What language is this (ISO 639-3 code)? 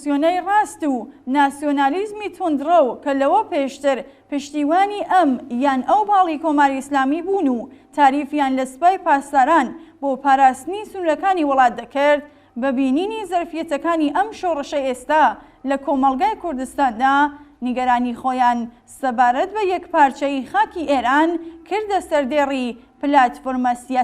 ckb